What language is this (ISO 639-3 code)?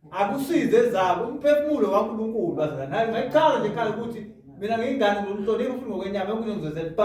zul